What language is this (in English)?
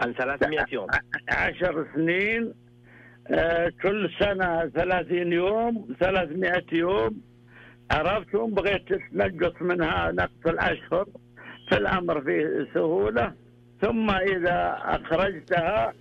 Najdi Arabic